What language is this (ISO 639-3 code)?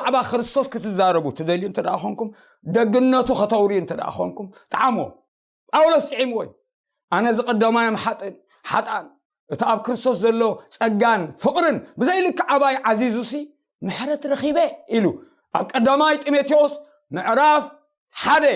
tir